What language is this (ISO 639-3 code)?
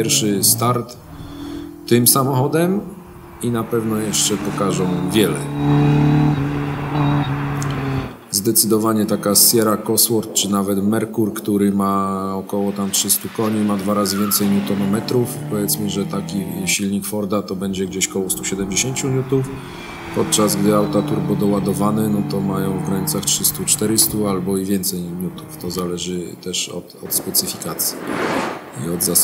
pol